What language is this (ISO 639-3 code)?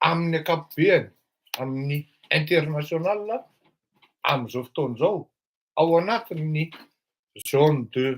mlg